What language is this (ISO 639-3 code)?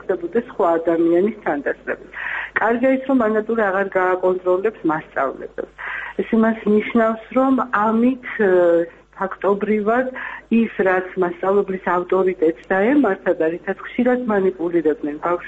kat